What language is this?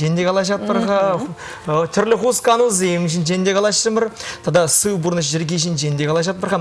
Chuvash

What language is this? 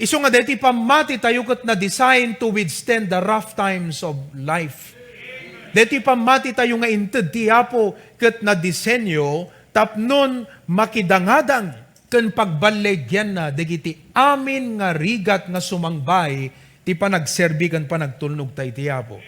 Iloko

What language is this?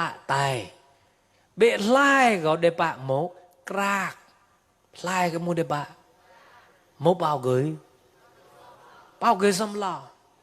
Mon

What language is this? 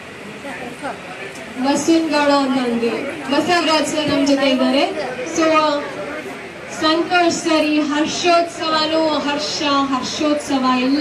Kannada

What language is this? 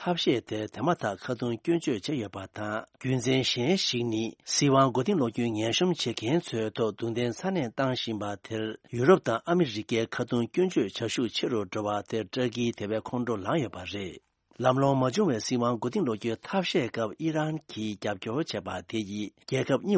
Tibetan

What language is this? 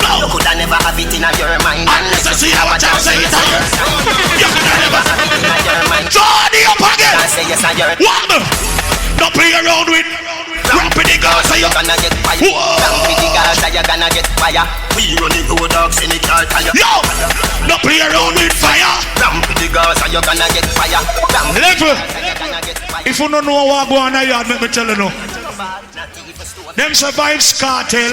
Jamaican Creole English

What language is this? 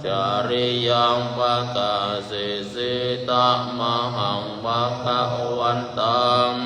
Pali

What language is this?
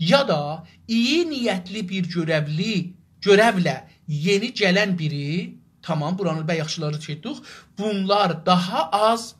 South Azerbaijani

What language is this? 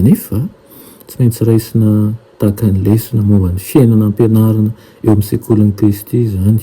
Malagasy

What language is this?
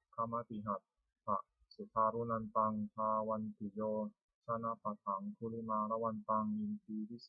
Pali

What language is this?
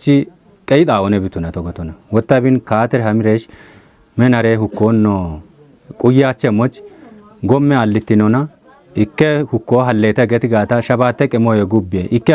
Kafa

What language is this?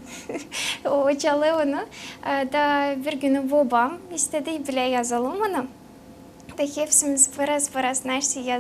Gagauz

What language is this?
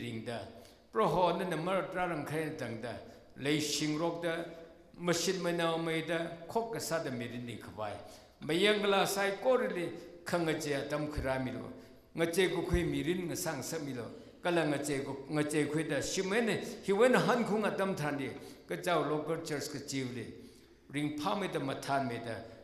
Tangkhul Naga (India)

